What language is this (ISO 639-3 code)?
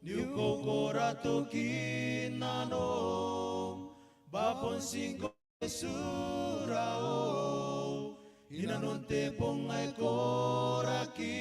gil